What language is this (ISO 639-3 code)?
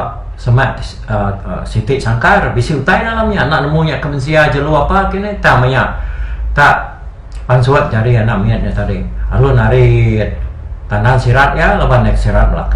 iba